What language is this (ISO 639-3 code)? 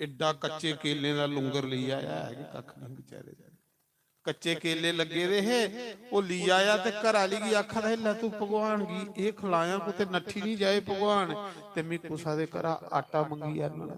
doi